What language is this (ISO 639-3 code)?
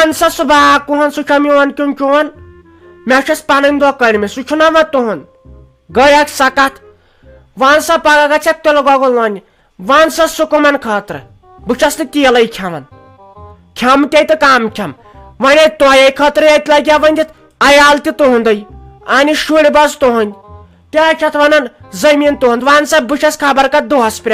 kas